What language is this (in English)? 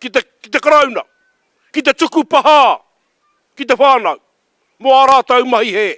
Māori